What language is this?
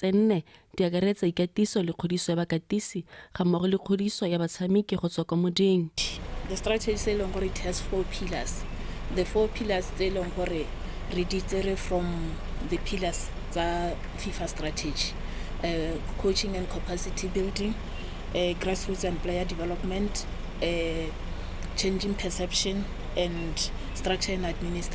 Tswana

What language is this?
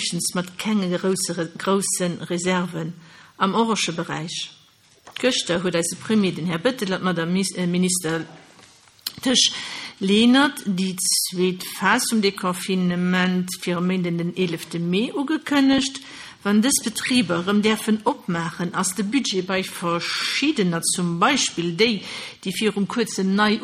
Luxembourgish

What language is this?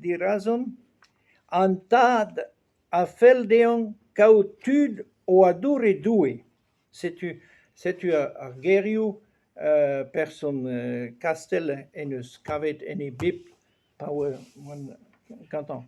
Breton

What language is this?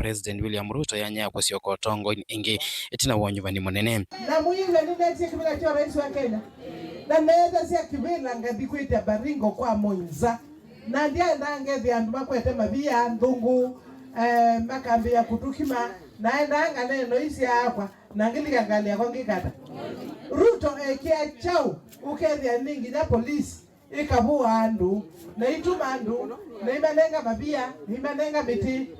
Kamba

